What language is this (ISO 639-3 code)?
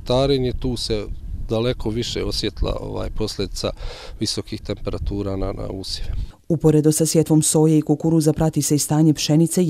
bos